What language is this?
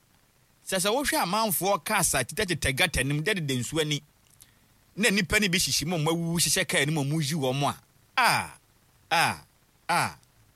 Akan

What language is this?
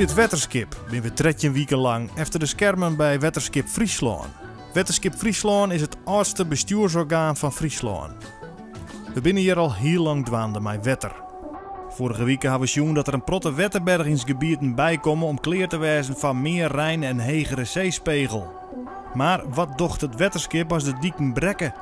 Western Frisian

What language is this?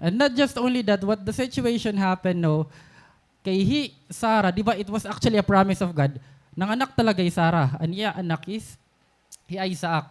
Waray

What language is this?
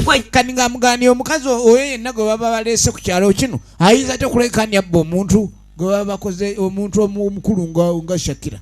Soga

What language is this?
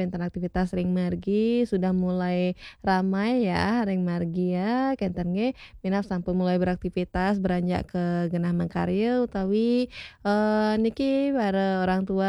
Balinese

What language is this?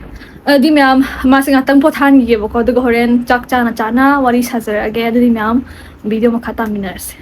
Manipuri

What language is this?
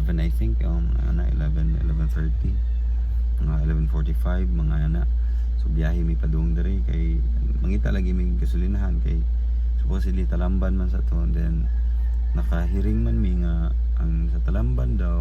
Cebuano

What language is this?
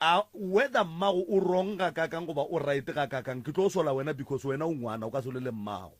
Northern Sotho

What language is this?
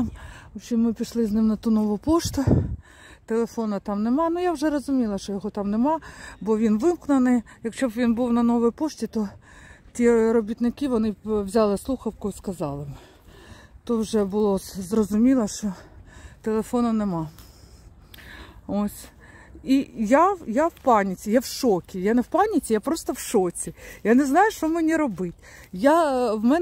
Ukrainian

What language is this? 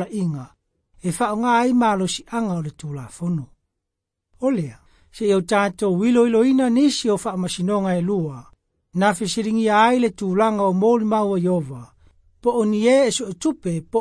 Samoan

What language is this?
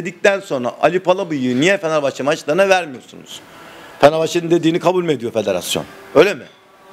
Turkish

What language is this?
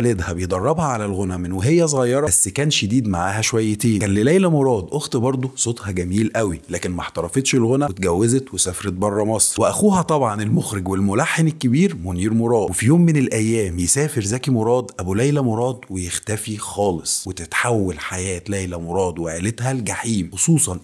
Egyptian Arabic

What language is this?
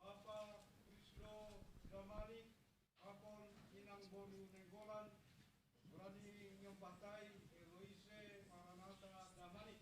Batak Simalungun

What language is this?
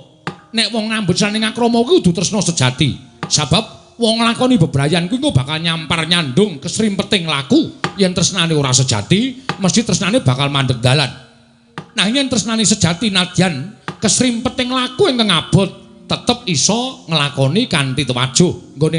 Javanese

